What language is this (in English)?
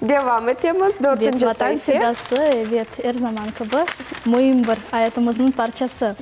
Crimean Tatar